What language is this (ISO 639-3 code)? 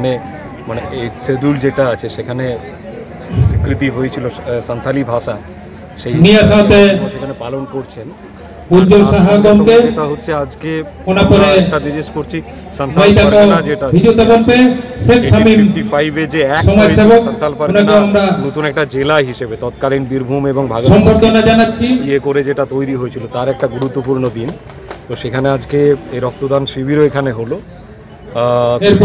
ben